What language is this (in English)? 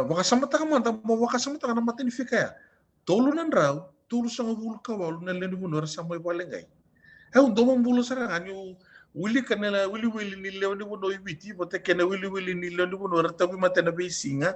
Fijian